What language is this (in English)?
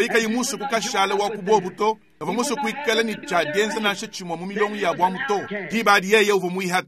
Luba-Lulua